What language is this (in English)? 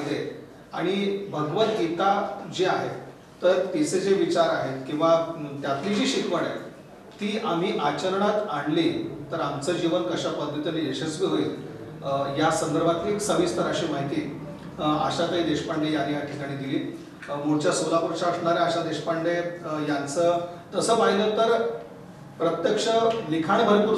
Marathi